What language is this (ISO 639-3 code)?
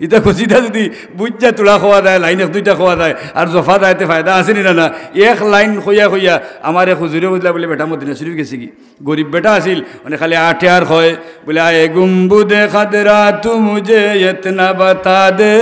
syl